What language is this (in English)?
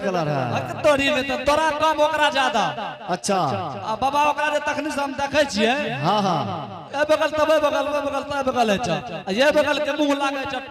Angika